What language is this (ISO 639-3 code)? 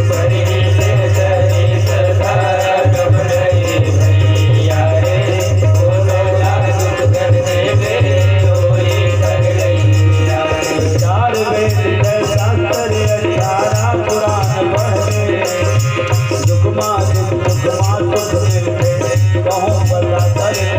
hne